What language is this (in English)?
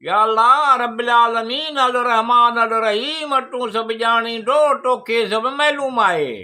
Sindhi